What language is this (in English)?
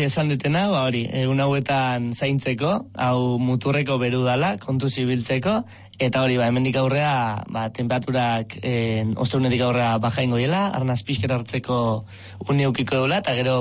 Basque